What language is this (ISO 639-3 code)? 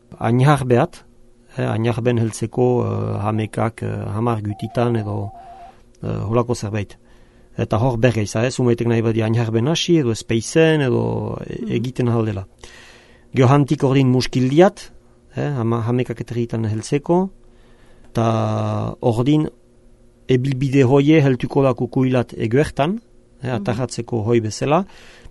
eus